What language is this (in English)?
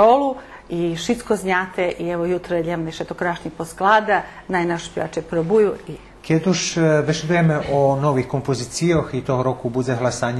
Rusyn